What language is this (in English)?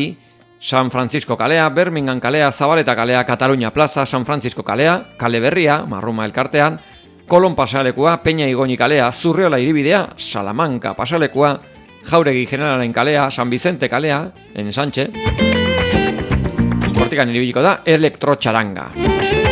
Basque